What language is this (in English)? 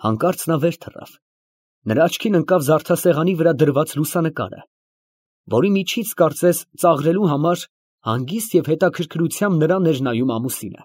Armenian